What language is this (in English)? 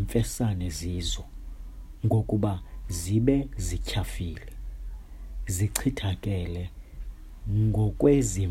Xhosa